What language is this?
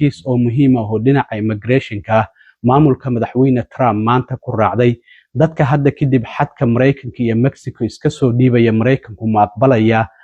Somali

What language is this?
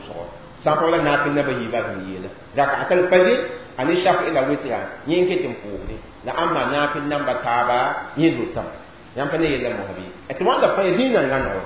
Mossi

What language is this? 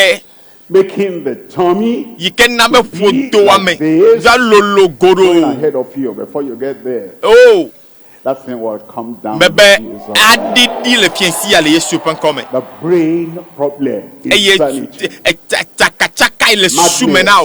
Ewe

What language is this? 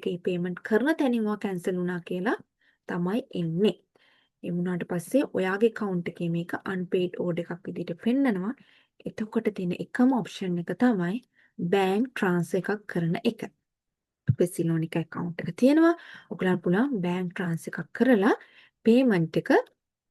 Sinhala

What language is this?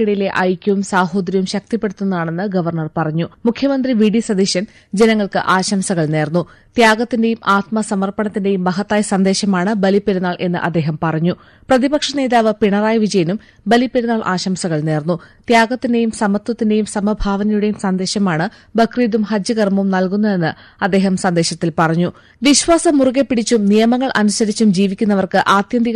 Malayalam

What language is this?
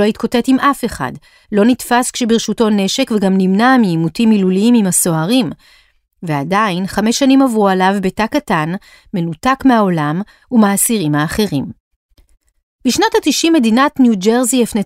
Hebrew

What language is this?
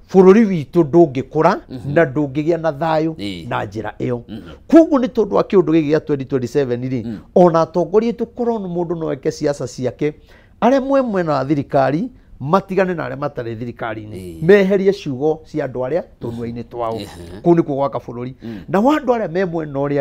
Kikuyu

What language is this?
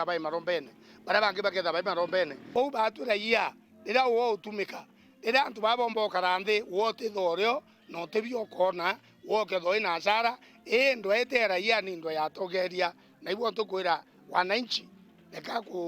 Meru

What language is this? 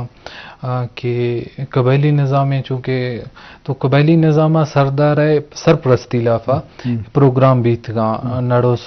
Eastern Balochi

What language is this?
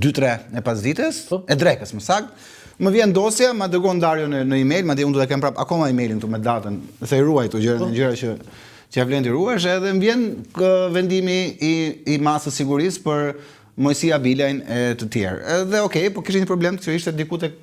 Albanian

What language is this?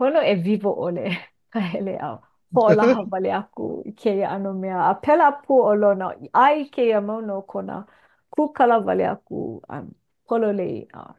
Hawaiian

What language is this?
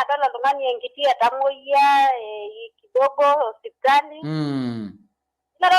Masai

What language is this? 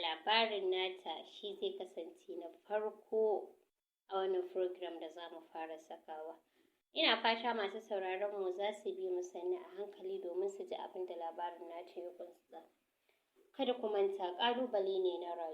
Hausa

